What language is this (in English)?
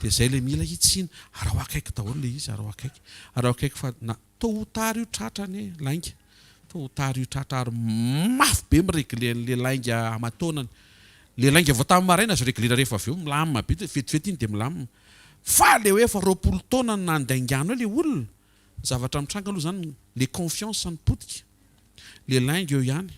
Malagasy